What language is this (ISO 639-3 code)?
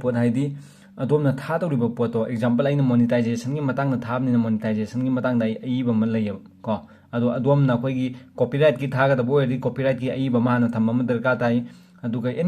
mni